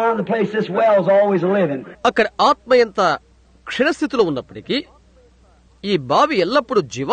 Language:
Telugu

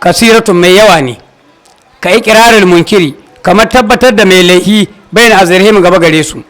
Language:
Hausa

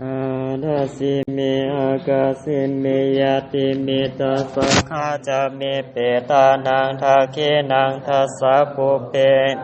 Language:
Pali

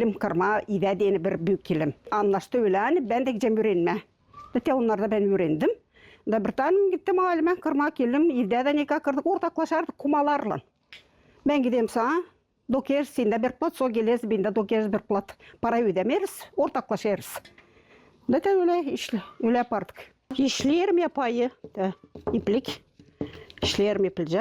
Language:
Gagauz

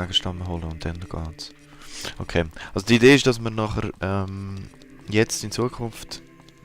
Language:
Swiss German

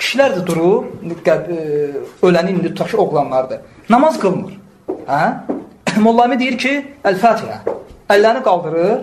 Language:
Azerbaijani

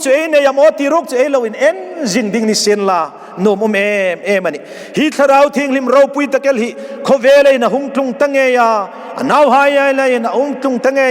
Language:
Hmar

